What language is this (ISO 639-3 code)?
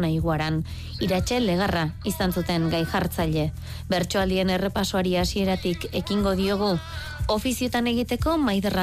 eus